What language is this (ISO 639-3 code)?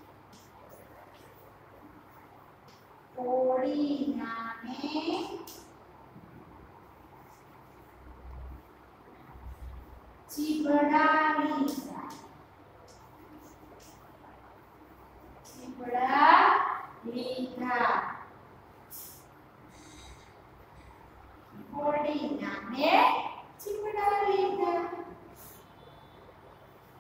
guj